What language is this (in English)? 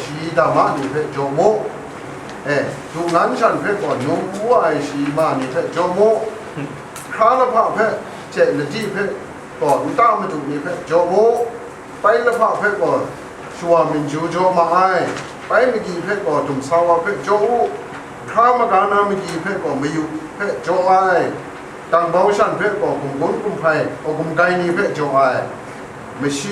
Kachin